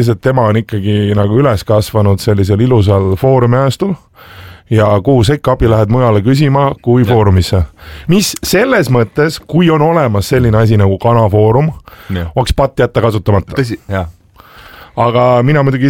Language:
Estonian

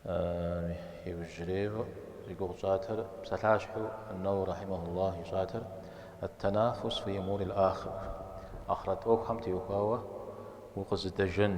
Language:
Kabardian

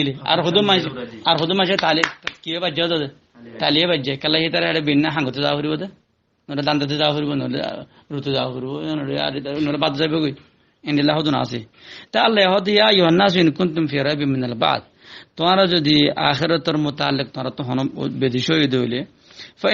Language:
Rohingya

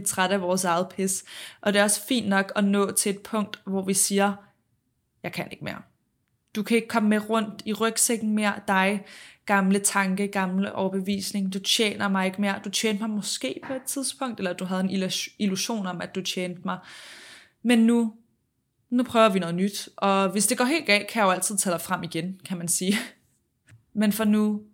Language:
Danish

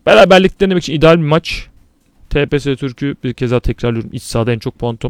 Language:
Turkish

